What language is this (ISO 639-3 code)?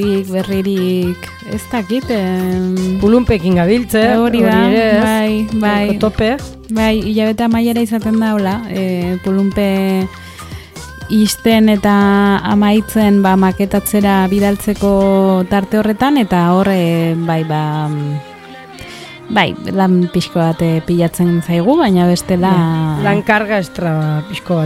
eus